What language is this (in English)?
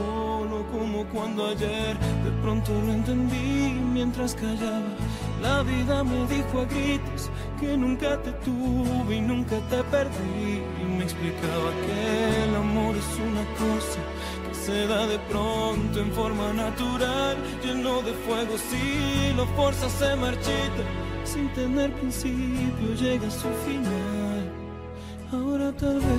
Spanish